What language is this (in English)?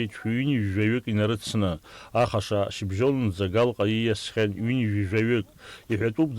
Abkhazian